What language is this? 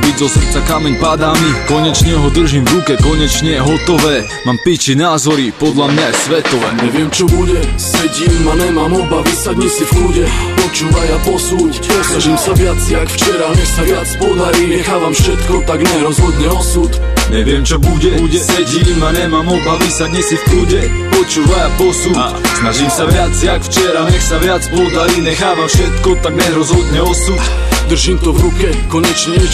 Slovak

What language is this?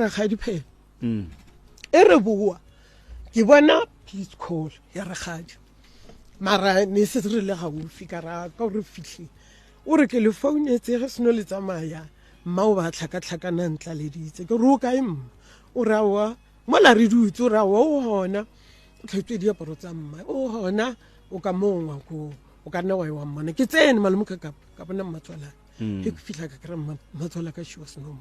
Northern Sotho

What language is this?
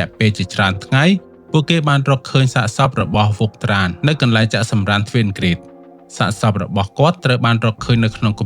Khmer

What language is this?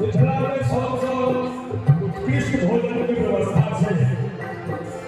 Maithili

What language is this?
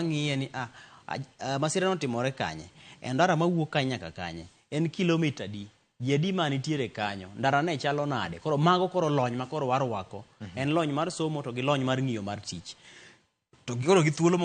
Luo (Kenya and Tanzania)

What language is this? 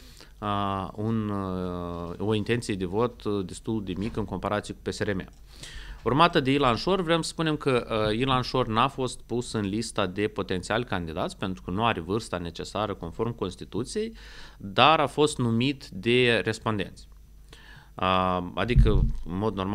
Romanian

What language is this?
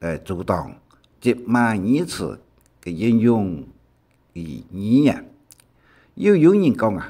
Hakka Chinese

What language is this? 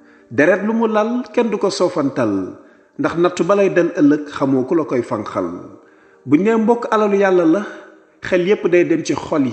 Wolof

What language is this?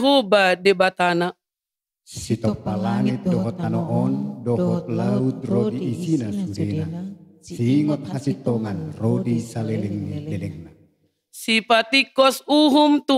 Batak Toba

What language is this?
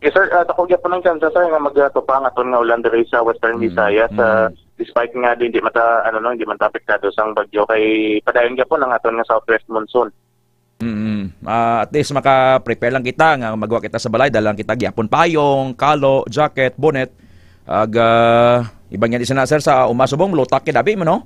Hiligaynon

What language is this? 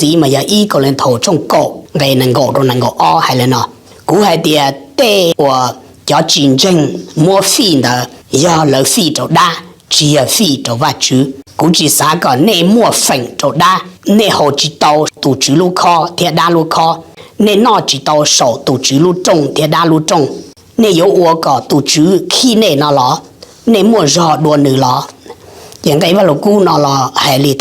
Hmong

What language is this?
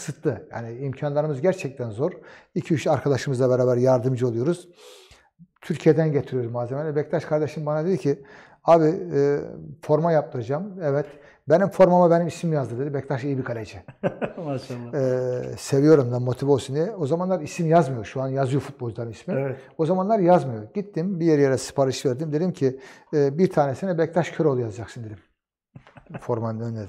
Turkish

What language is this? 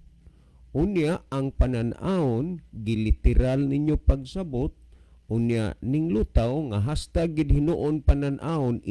Cebuano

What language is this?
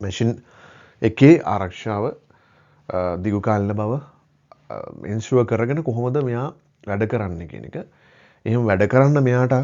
Sinhala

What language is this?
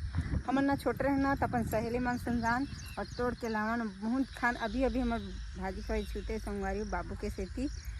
Chhattisgarhi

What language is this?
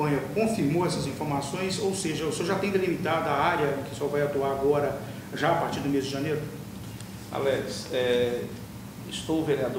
Portuguese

